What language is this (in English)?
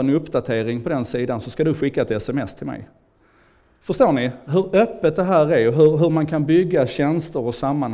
Swedish